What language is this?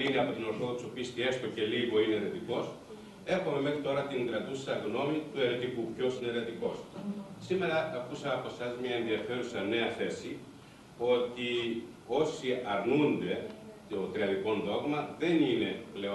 Greek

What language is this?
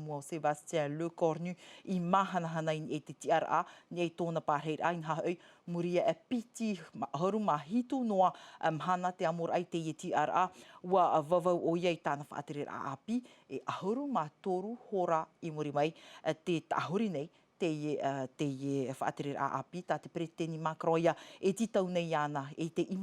Tahitian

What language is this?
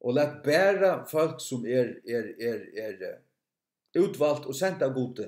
Faroese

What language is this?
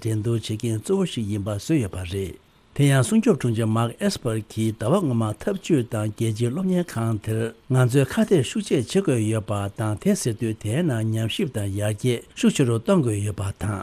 Tibetan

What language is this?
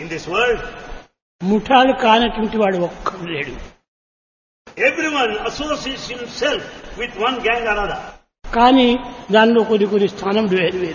Telugu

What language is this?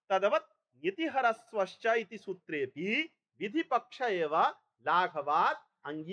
Sanskrit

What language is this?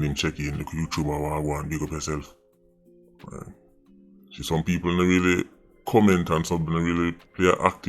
Jamaican Creole English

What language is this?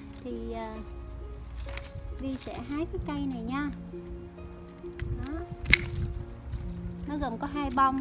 Vietnamese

